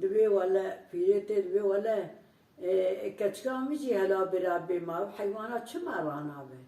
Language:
Kurdish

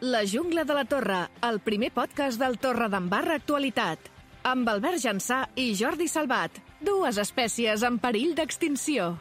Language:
Catalan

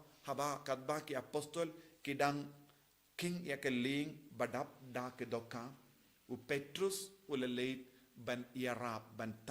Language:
Khasi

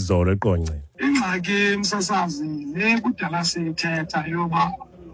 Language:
Xhosa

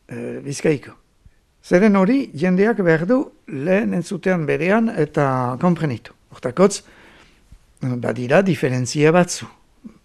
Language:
Basque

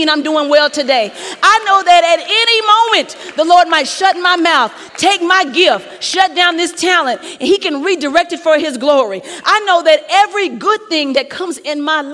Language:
English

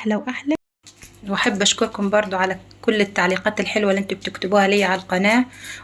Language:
Egyptian Arabic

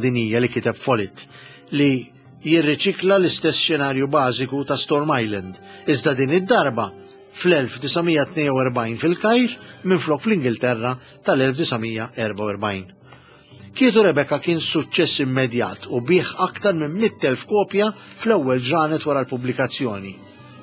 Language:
Maltese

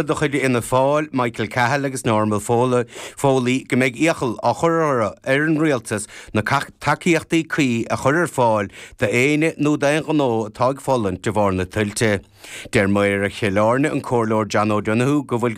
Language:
Irish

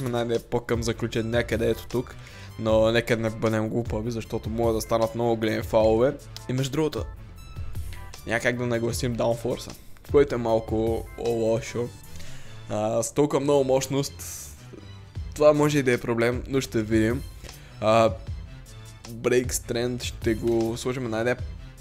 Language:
Bulgarian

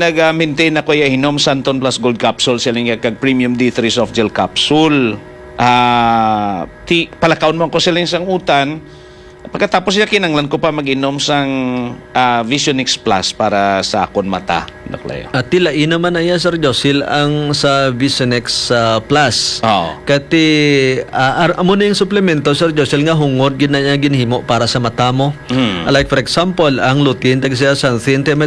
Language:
Hiligaynon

